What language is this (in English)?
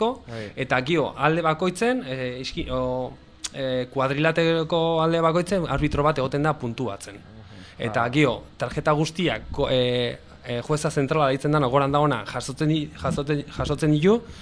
Basque